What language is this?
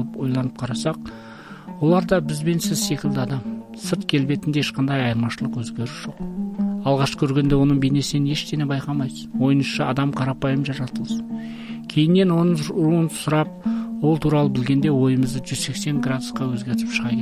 Kazakh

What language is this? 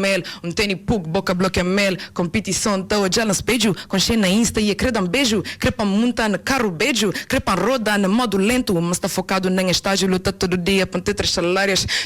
Kabuverdianu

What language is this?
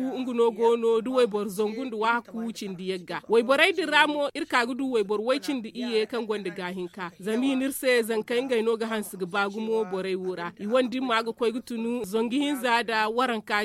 Zarma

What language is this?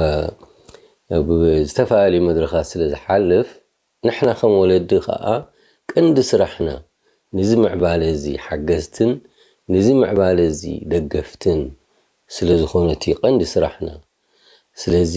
Tigrinya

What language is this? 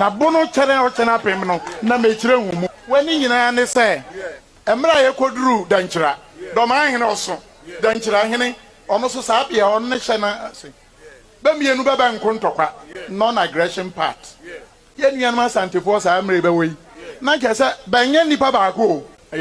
Akan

